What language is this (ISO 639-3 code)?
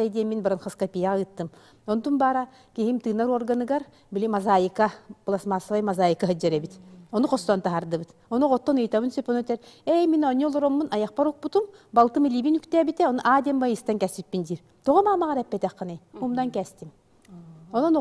sah